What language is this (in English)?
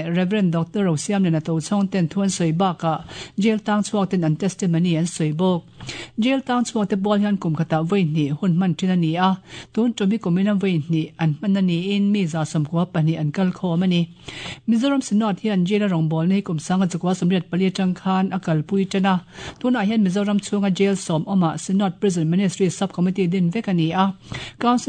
Mizo